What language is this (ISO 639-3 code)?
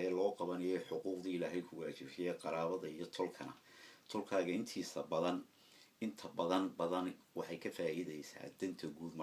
som